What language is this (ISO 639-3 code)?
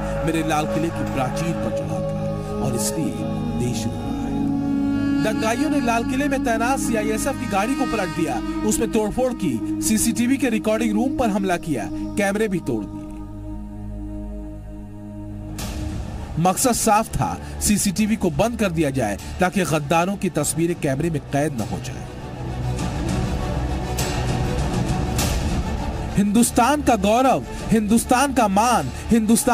hin